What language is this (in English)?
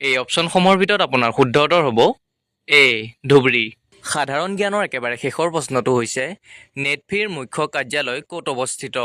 Assamese